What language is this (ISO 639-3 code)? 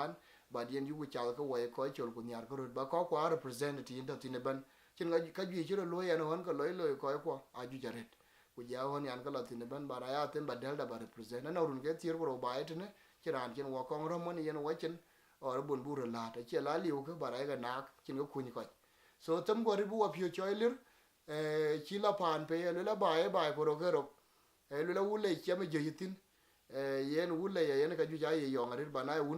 din